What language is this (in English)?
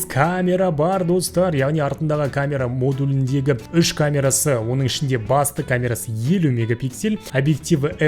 Kazakh